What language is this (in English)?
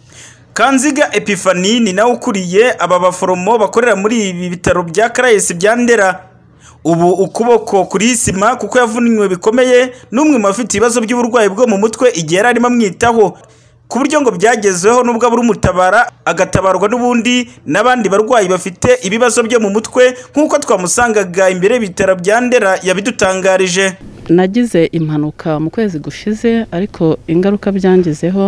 Kinyarwanda